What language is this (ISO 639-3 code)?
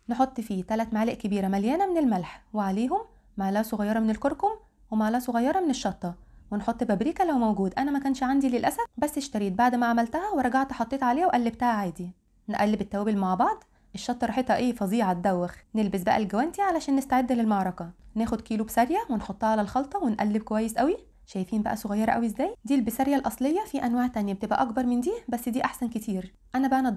arz